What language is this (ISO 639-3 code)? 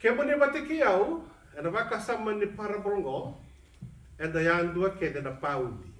fij